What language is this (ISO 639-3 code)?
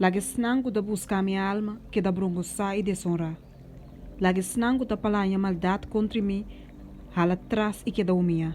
pap